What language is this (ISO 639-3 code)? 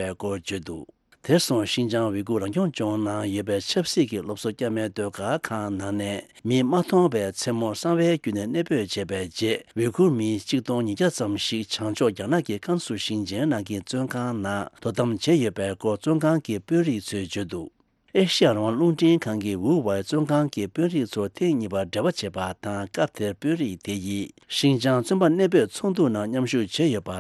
bod